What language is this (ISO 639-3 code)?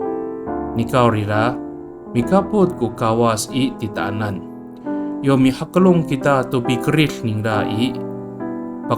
ami